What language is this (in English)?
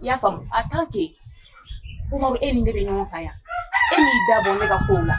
Bambara